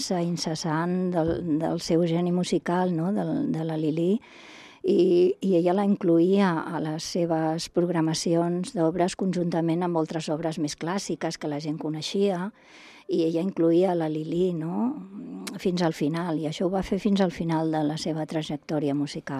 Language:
Catalan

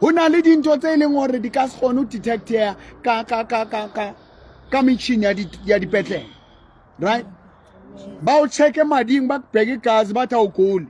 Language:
Southern Sotho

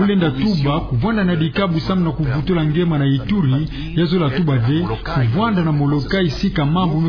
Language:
Kituba (Democratic Republic of Congo)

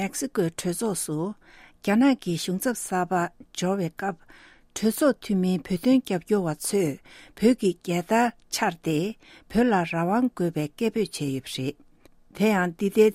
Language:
Tibetan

